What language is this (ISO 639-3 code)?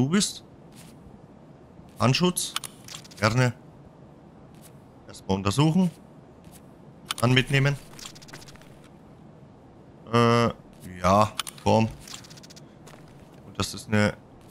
deu